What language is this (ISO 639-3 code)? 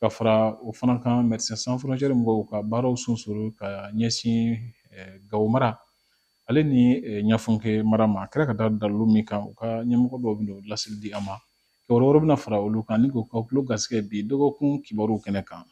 bam